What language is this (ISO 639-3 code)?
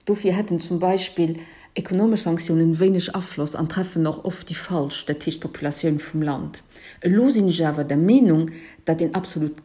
ltz